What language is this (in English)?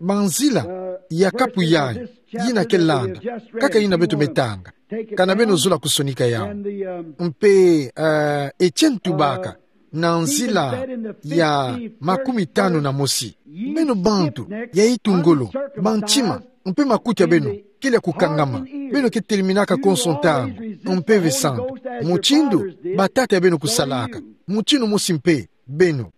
Kituba (Democratic Republic of Congo)